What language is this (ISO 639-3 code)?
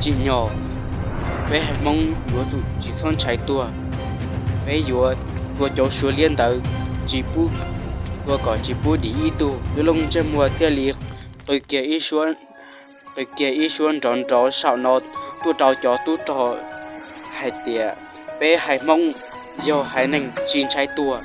hmn